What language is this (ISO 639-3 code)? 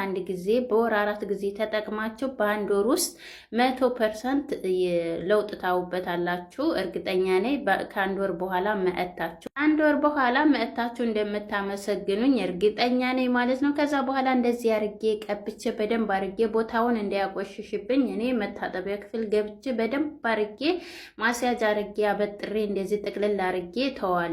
amh